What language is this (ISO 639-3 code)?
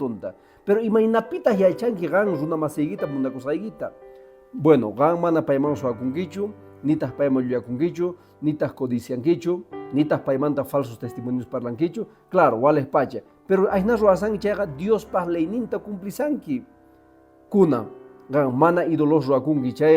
que